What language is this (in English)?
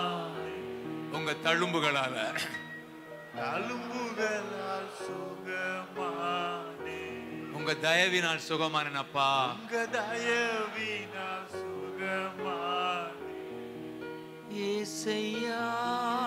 Tamil